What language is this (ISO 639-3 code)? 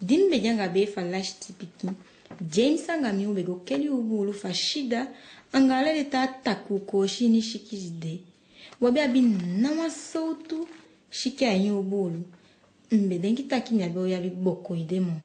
djk